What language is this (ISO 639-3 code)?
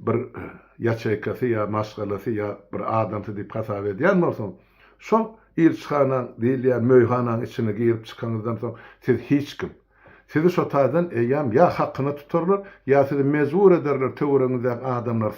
tuk